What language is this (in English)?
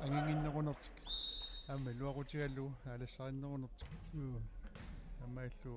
Kalaallisut